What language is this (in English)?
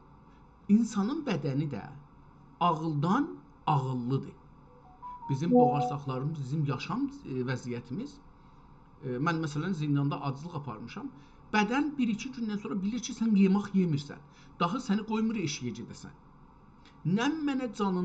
South Azerbaijani